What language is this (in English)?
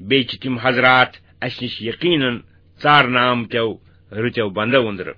Kashmiri